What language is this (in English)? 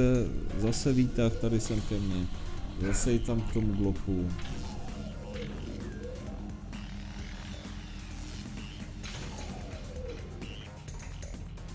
Czech